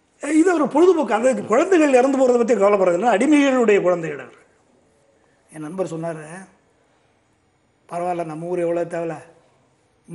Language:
Tamil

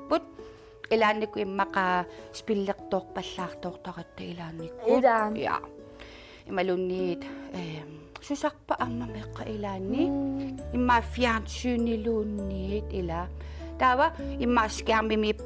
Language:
Kalaallisut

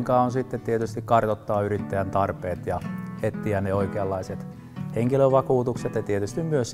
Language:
Finnish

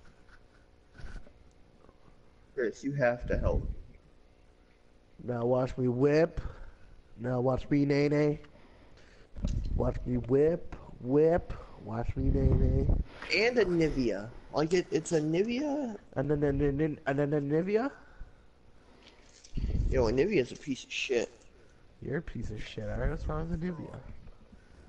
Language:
English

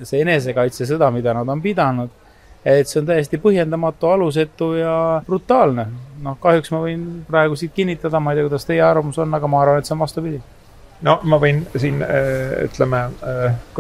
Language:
Estonian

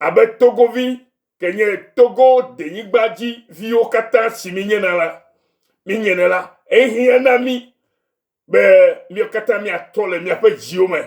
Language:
Ewe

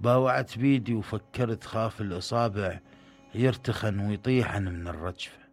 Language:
Mesopotamian Arabic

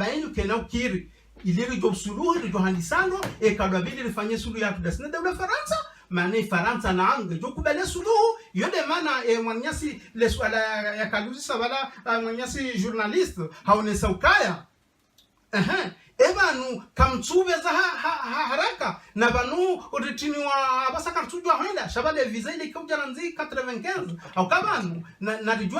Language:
Ngazidja Comorian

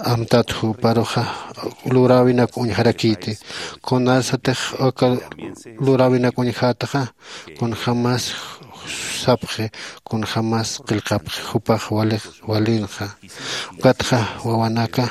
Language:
Aymara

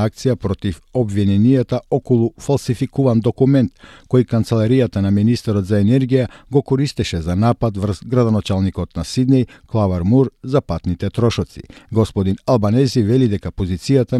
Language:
Macedonian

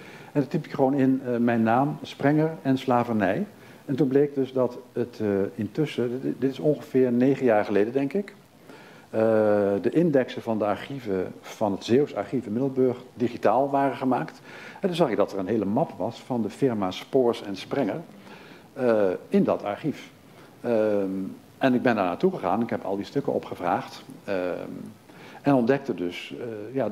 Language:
Dutch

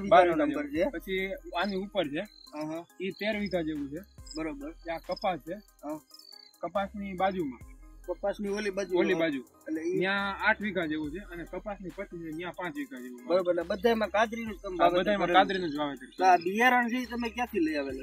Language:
Gujarati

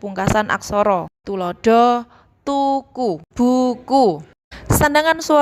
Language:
Javanese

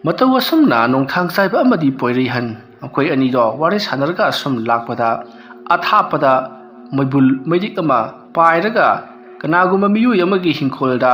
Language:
Manipuri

